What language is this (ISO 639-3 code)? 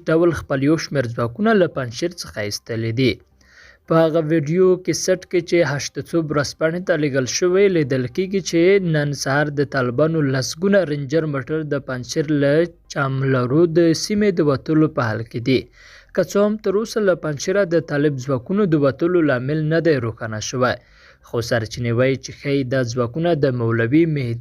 pus